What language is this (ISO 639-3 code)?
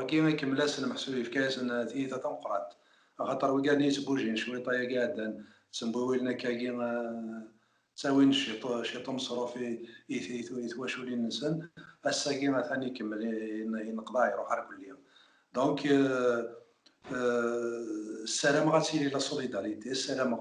kab